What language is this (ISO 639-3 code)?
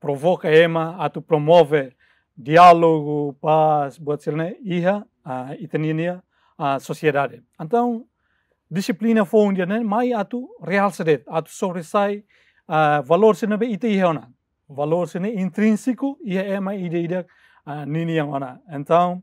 tet